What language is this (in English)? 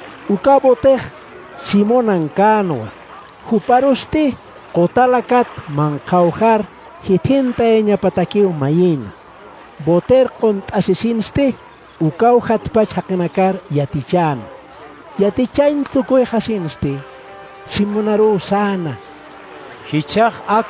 Aymara